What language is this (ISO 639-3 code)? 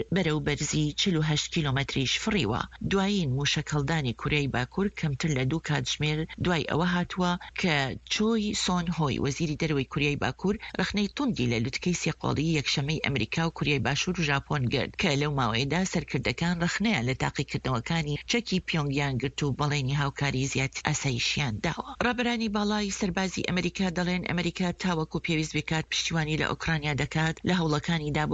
ckb